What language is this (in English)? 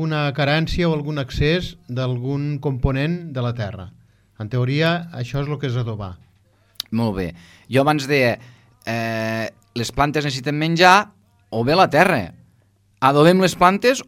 Catalan